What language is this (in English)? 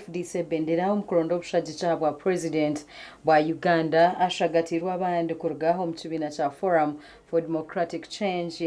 Nyankole